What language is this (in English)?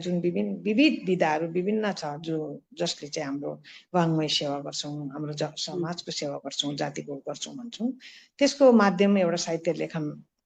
Nepali